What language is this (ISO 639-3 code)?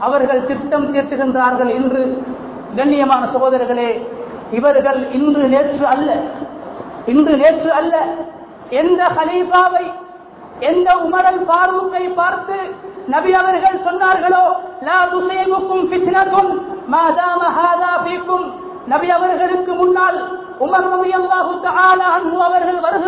tam